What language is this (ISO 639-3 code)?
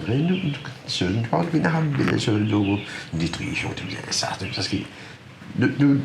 mfe